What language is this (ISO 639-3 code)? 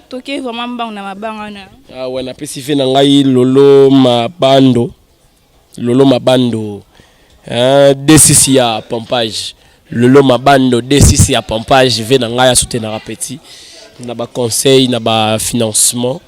lin